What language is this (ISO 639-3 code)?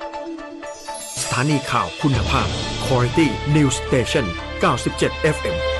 tha